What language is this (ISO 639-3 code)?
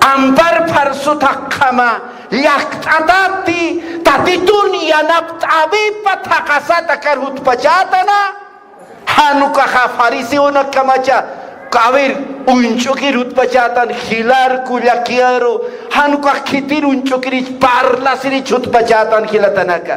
aym